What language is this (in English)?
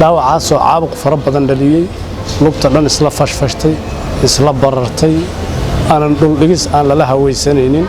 Somali